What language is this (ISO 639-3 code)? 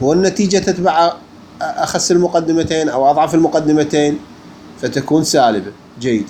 acm